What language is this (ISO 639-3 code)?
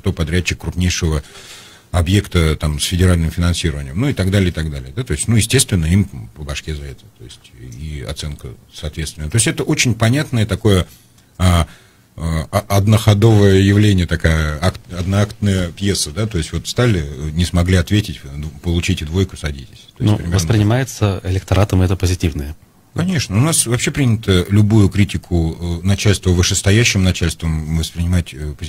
rus